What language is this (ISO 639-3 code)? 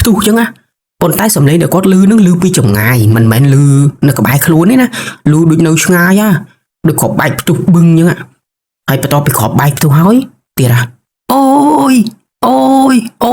khm